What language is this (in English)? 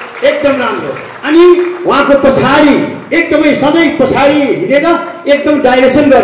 Nepali